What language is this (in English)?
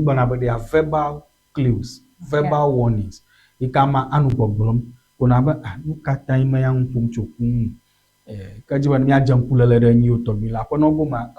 Ewe